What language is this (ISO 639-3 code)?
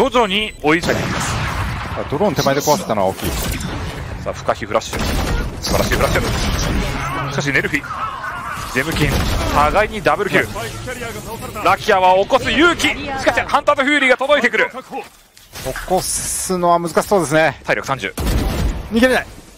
jpn